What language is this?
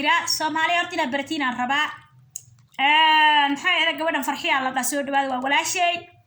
Somali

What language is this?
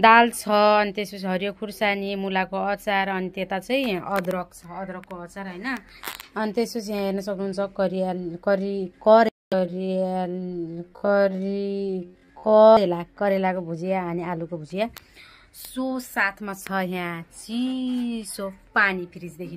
Nepali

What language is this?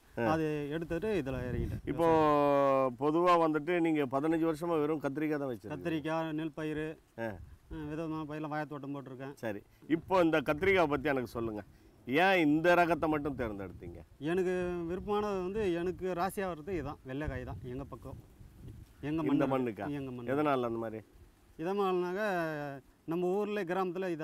Tamil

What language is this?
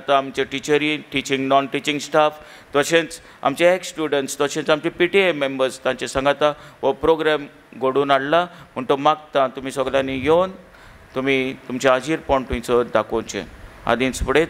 Konkani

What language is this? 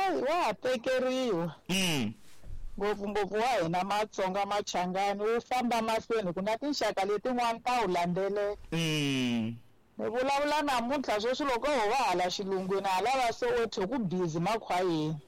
Tsonga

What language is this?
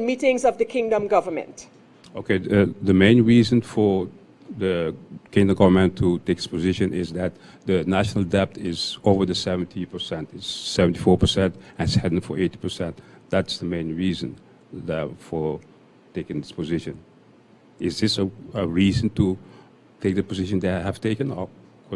Papiamento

